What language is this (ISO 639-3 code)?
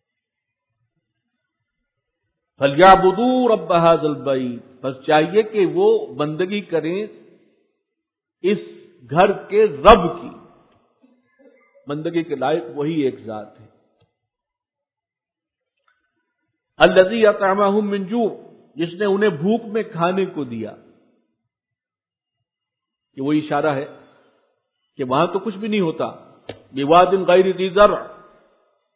urd